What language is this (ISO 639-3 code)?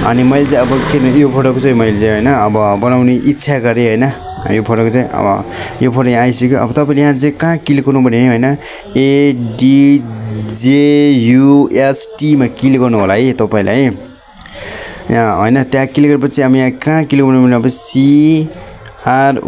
nep